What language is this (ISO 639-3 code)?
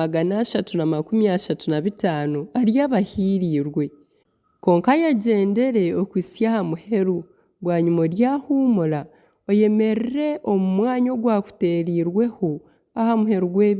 nyn